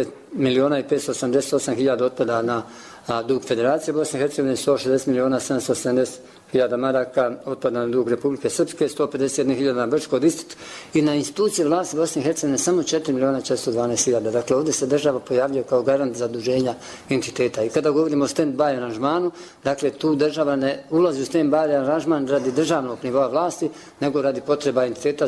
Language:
Bosnian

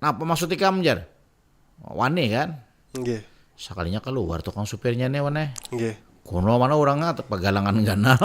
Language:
Banjar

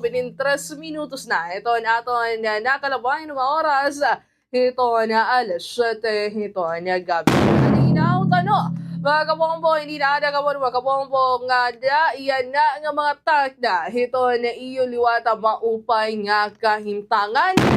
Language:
Waray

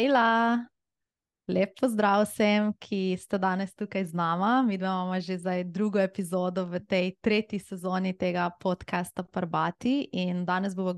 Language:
Slovenian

